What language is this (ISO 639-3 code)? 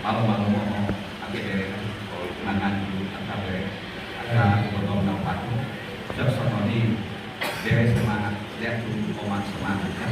bbc